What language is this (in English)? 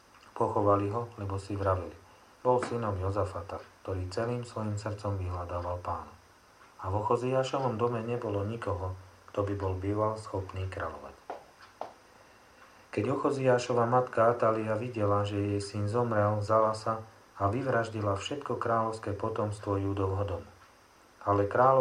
Slovak